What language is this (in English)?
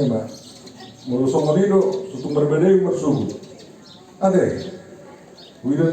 Batak Toba